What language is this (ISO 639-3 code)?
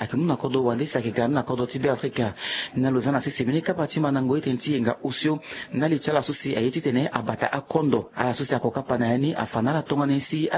sag